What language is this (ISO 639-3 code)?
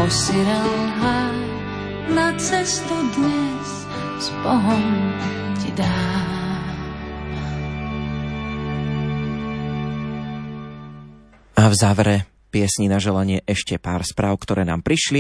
slk